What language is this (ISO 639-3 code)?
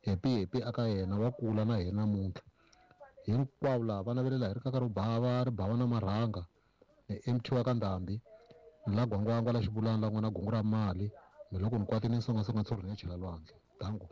tso